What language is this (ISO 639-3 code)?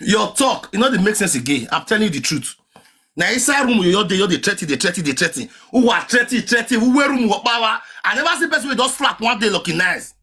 pcm